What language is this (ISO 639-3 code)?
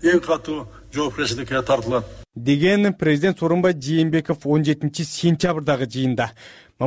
kir